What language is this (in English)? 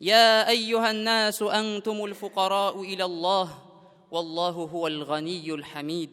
Tatar